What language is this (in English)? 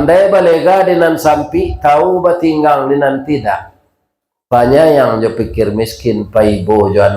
Minangkabau